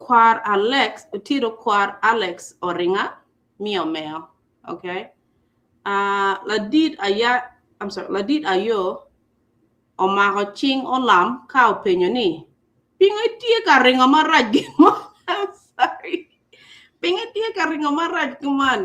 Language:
Acoli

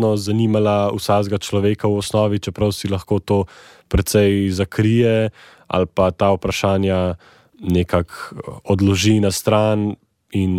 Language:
Slovenian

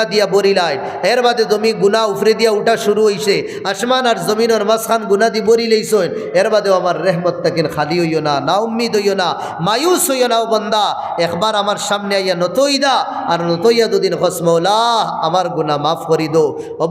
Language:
Sylheti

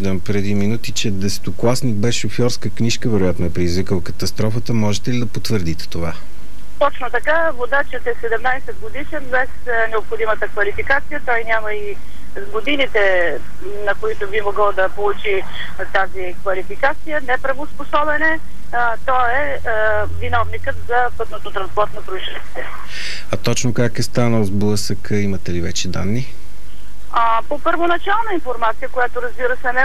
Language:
Bulgarian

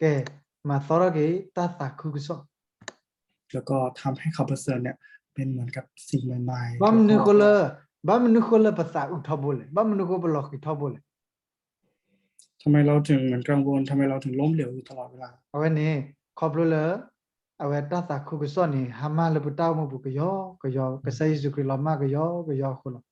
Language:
S'gaw Karen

